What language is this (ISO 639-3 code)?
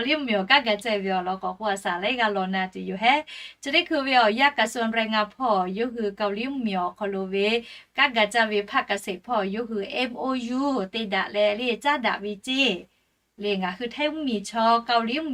lhu